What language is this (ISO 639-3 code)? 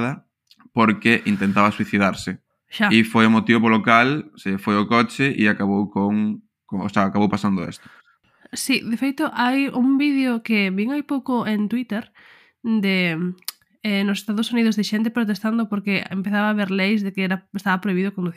glg